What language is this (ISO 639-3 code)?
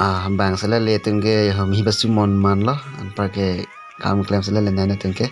mjw